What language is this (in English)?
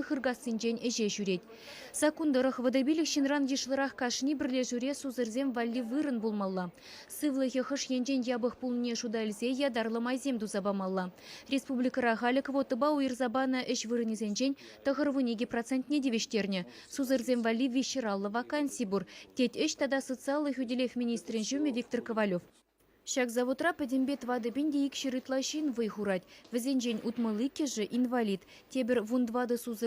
Chuvash